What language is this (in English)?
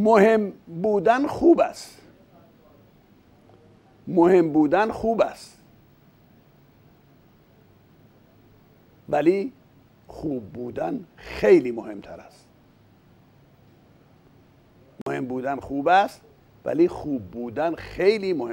Persian